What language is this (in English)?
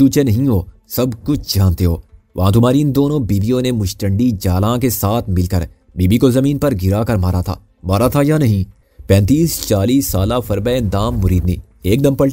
Urdu